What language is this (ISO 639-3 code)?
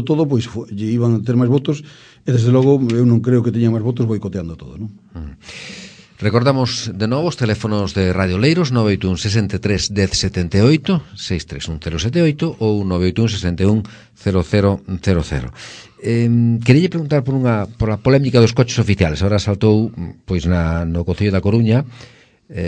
glg